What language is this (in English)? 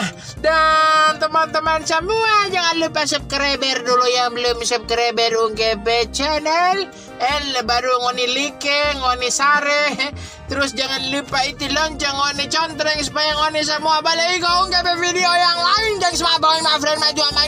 Manado Malay